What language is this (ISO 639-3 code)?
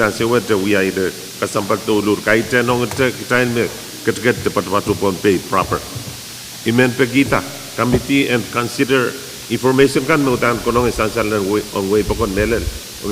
pon